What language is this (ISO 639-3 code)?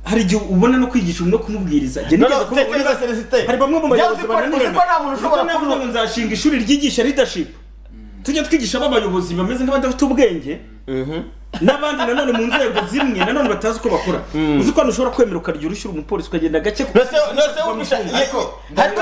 kin